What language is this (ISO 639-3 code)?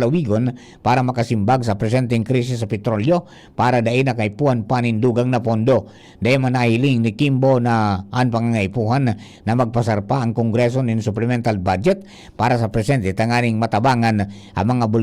bik